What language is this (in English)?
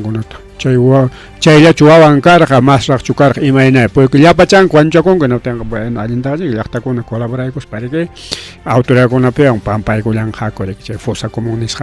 Ayacucho Quechua